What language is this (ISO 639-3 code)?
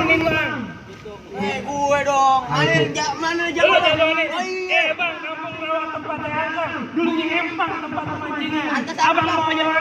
bew